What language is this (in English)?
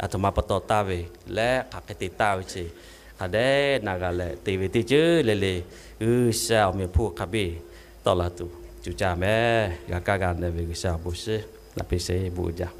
Lahu